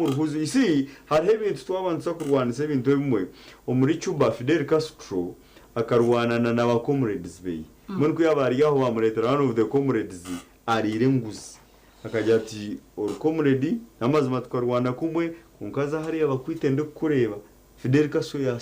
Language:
Nyankole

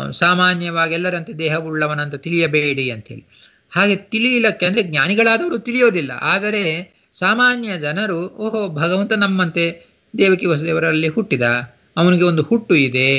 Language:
Kannada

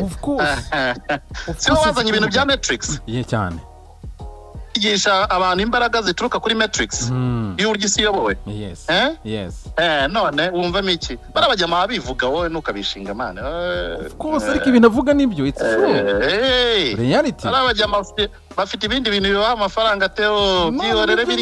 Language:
Kinyarwanda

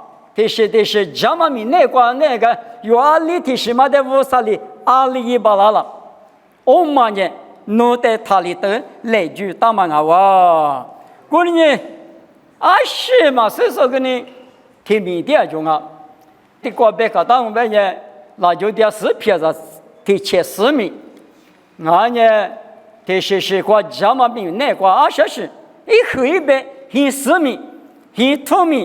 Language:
Lisu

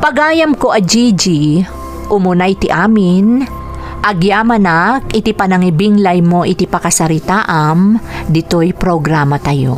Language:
Iloko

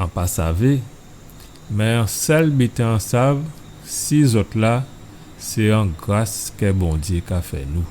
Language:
Guadeloupean Creole French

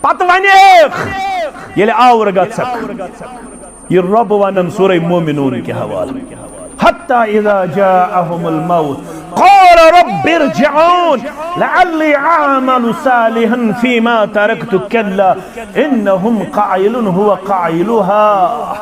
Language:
Kashmiri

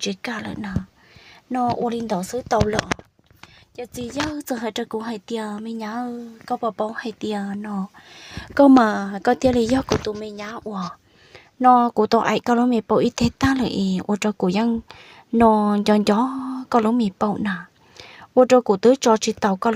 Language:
Hmong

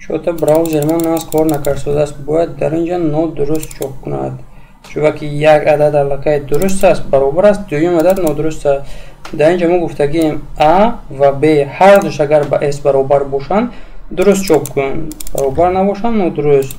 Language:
Tajik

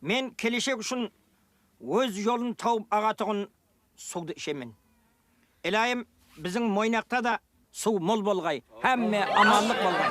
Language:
Kara-Kalpak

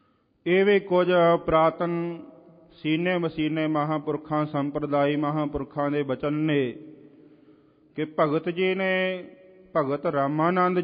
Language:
Punjabi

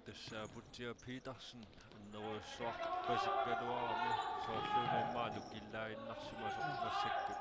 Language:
Kalaallisut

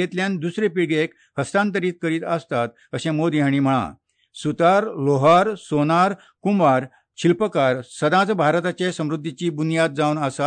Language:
Konkani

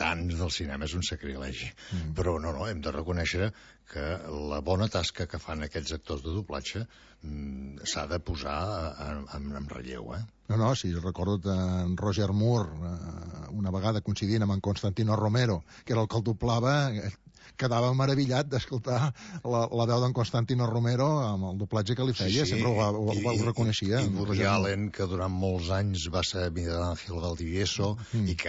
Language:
Catalan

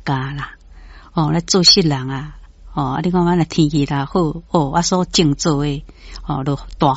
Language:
Min Nan Chinese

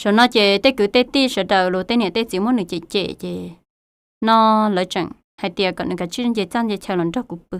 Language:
Hmong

